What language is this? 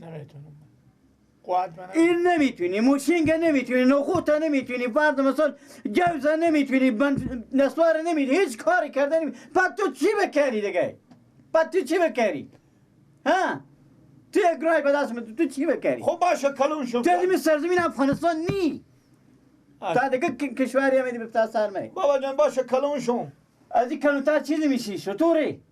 Persian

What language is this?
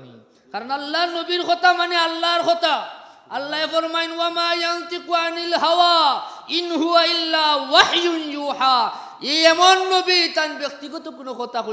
Sylheti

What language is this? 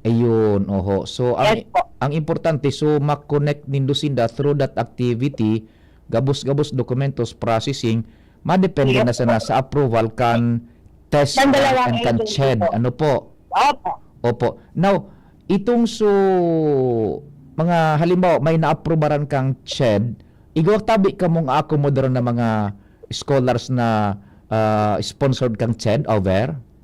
Bikol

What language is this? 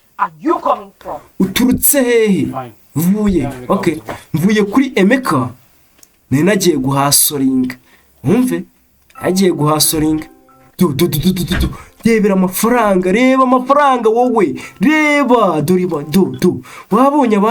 Kinyarwanda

